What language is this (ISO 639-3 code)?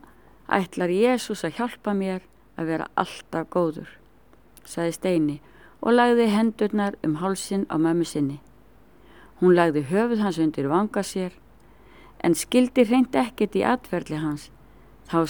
isl